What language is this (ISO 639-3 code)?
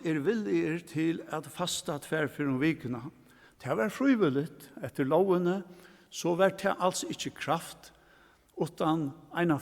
fao